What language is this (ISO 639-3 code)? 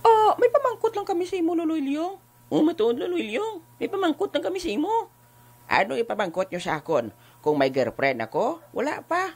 hil